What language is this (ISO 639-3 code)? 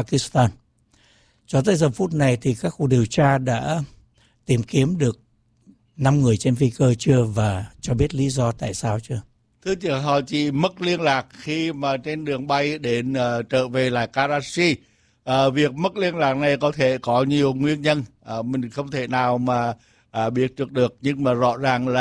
vie